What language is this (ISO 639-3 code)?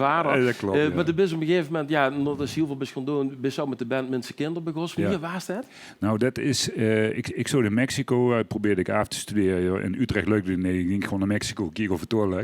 lim